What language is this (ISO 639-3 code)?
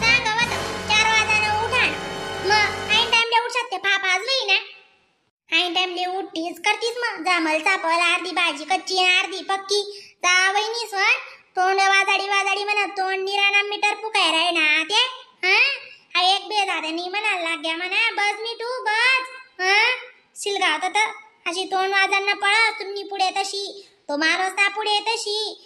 khn